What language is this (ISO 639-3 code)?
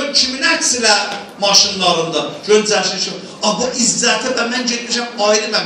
azb